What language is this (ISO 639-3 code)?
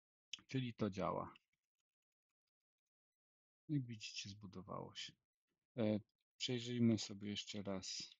pol